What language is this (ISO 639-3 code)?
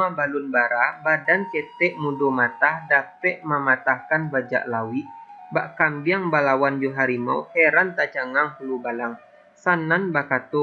min